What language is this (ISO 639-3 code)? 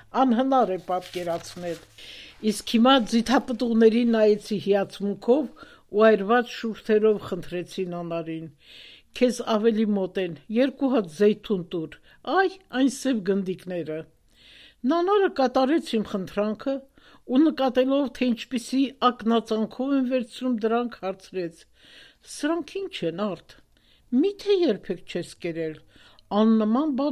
hye